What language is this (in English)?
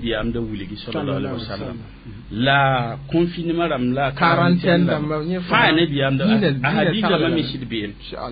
Mossi